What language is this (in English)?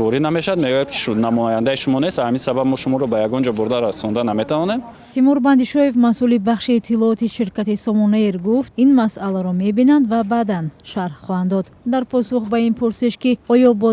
Tajik